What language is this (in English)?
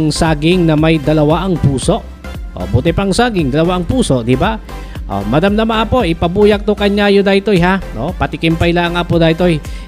Iloko